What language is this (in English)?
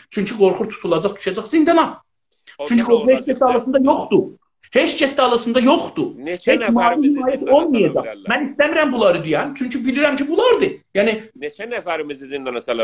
South Azerbaijani